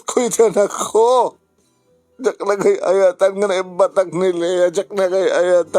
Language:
Iloko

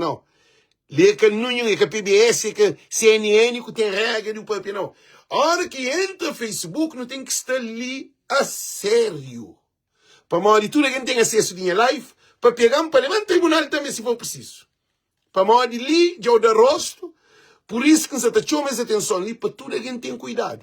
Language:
Kabuverdianu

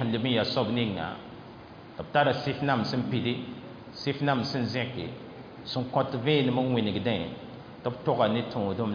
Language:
Mossi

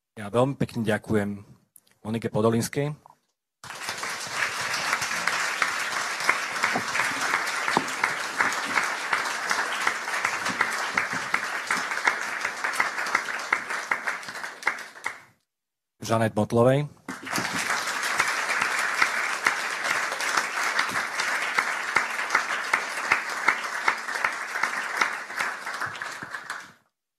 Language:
Slovak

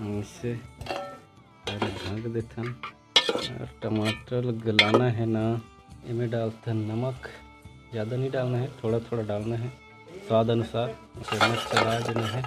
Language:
Chhattisgarhi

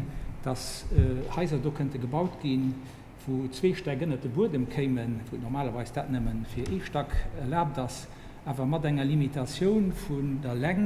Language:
Luxembourgish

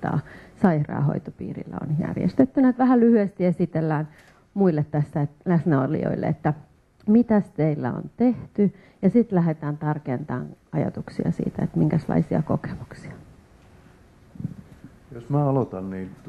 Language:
Finnish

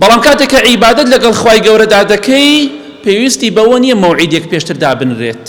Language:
Central Kurdish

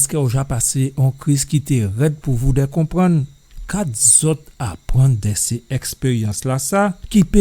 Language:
Guadeloupean Creole French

